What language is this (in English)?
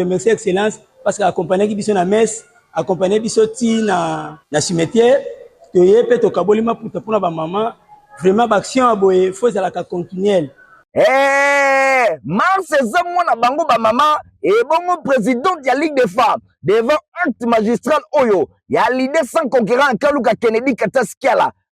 Lingala